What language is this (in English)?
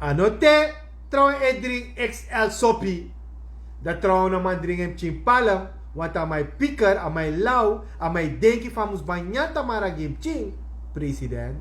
Sranan Tongo